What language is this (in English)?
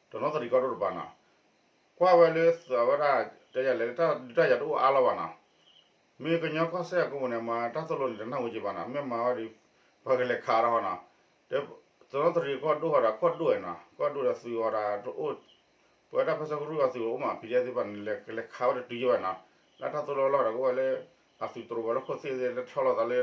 S'gaw Karen